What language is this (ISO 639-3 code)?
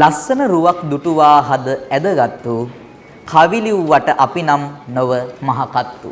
sin